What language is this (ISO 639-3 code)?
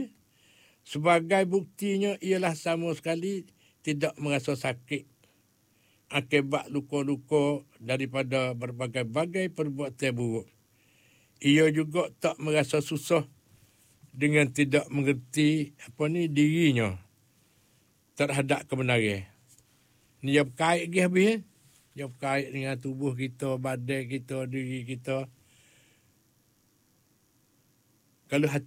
msa